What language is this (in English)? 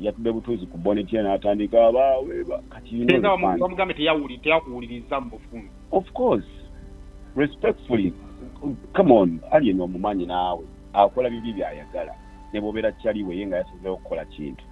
Ganda